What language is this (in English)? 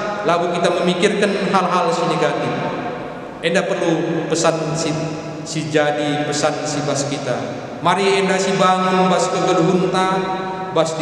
Batak Karo